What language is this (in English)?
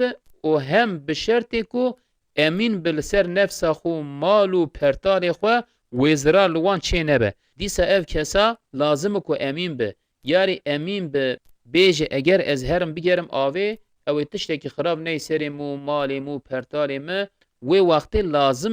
Kurdish